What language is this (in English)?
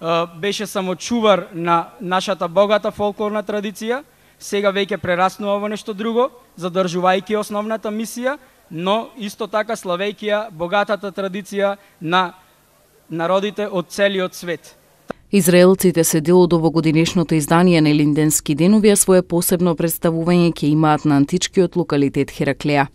Macedonian